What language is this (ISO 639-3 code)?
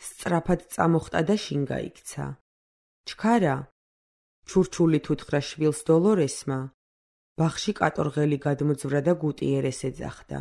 kat